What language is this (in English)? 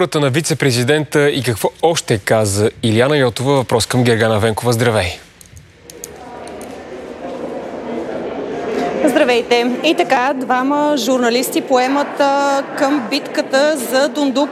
Bulgarian